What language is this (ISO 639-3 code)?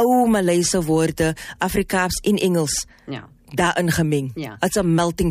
afr